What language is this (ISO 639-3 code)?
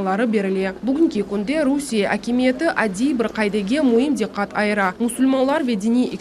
crh